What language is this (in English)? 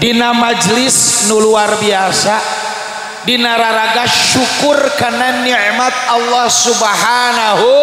Sundanese